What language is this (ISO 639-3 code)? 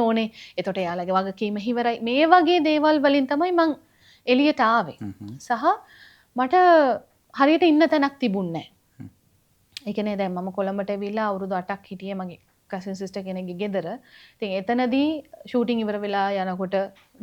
sin